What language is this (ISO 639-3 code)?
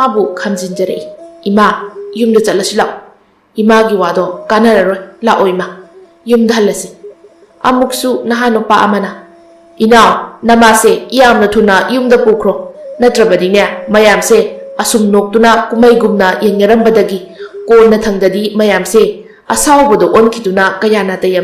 mni